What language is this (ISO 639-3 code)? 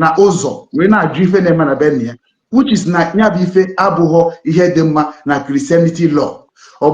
ibo